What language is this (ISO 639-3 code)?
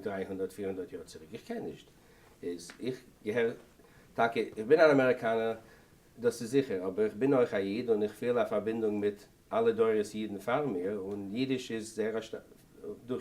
yid